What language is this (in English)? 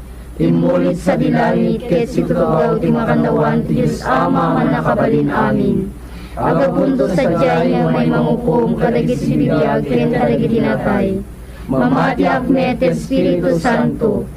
Iloko